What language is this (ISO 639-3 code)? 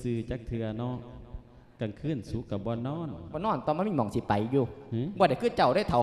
lao